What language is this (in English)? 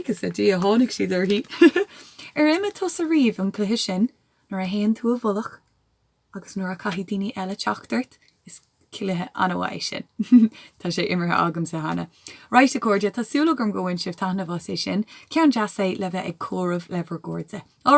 Irish